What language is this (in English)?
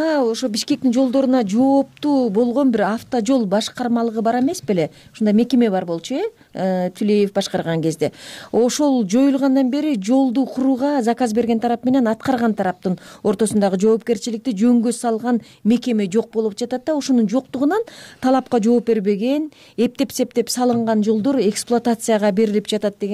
Kyrgyz